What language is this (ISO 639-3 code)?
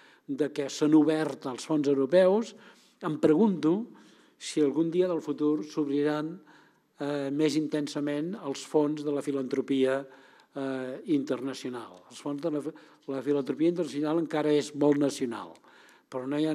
cat